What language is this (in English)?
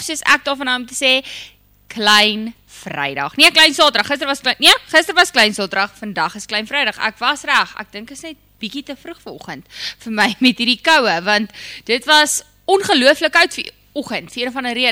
Afrikaans